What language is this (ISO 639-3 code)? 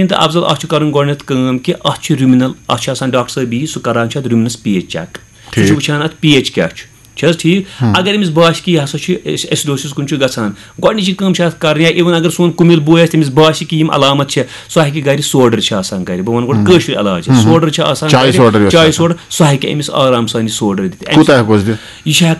kas